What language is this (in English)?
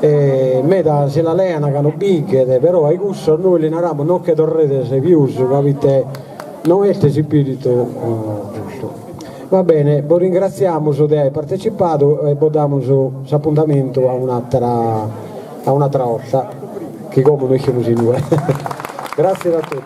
Sardinian